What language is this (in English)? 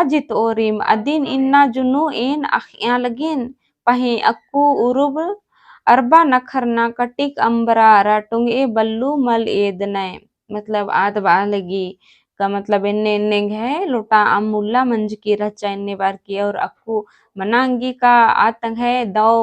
Kurukh